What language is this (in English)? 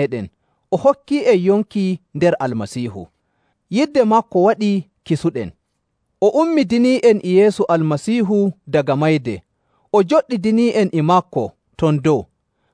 Nigerian Fulfulde